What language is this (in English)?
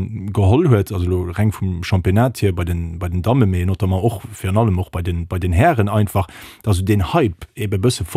Luxembourgish